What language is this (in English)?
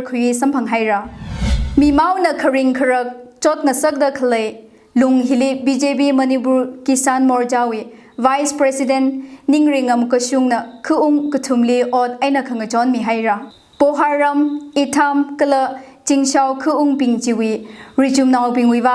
Tangkhul Naga (India)